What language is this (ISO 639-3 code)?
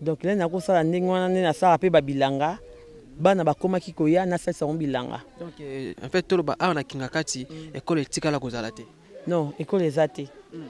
lin